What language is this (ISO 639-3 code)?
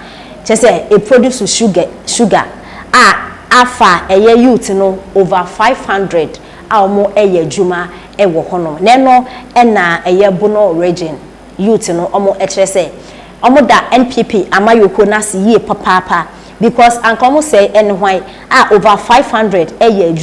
aka